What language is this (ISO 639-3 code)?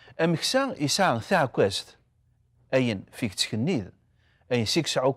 kab